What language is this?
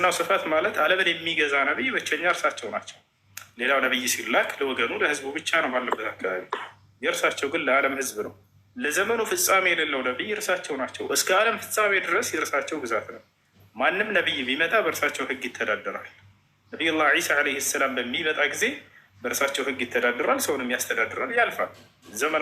Amharic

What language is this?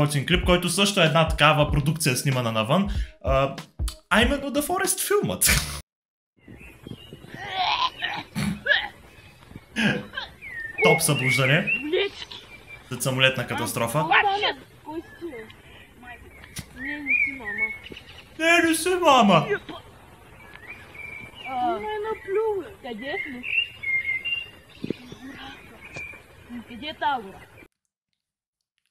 Bulgarian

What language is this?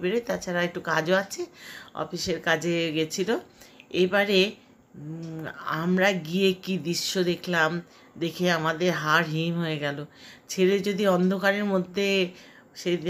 Bangla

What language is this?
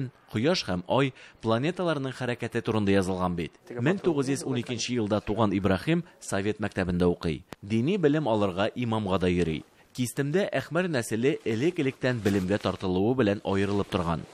Tatar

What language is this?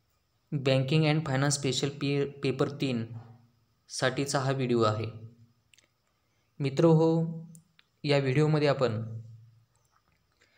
Marathi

